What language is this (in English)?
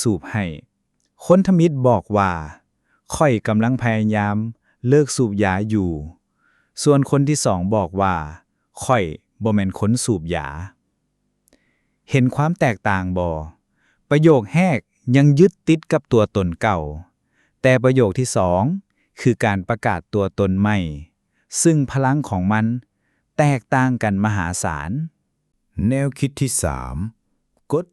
Lao